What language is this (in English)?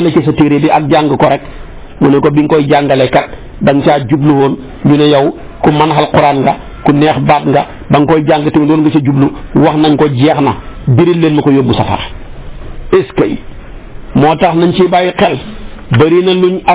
Wolof